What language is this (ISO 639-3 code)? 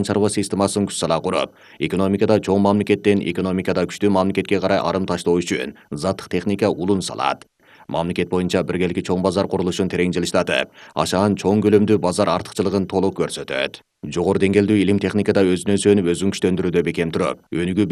kir